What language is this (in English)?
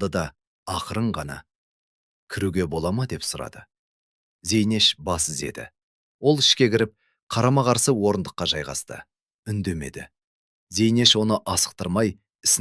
Kazakh